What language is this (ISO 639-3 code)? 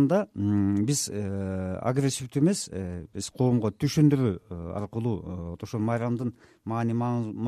kir